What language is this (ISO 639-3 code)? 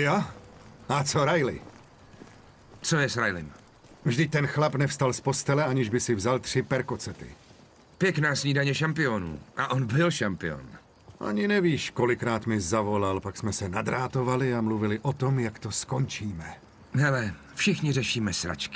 ces